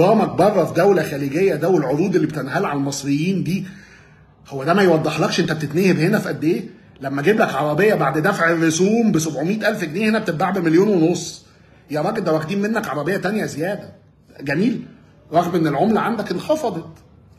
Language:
Egyptian Arabic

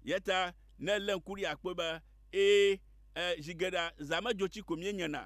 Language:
Ewe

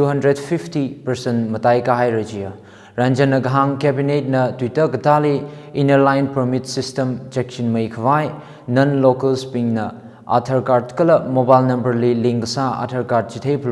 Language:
Tangkhul Naga (India)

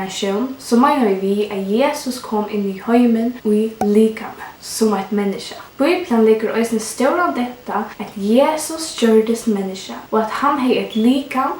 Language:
Faroese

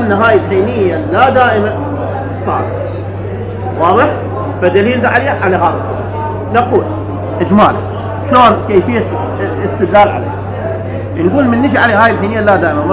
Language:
Mesopotamian Arabic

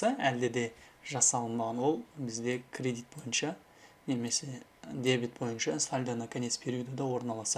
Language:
Kazakh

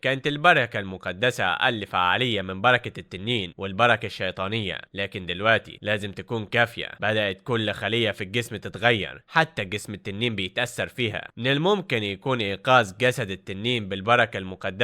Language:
Egyptian Arabic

